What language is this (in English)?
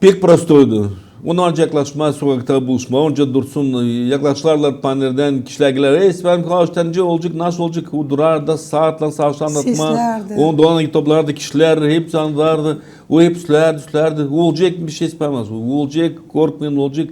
Gagauz